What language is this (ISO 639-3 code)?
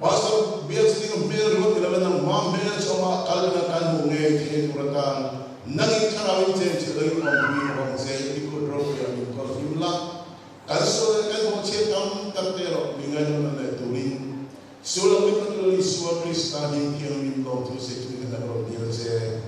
lus